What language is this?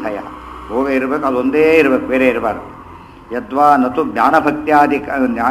Kannada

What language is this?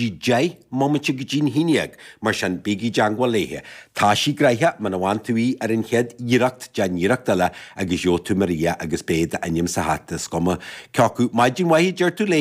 Irish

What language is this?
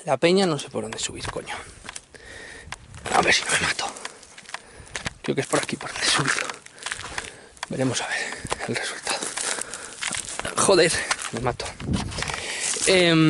Spanish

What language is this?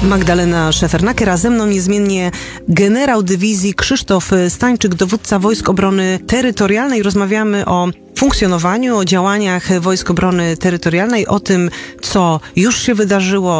Polish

